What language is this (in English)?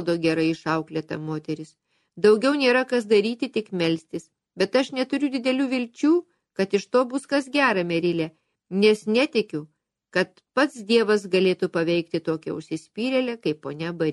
Lithuanian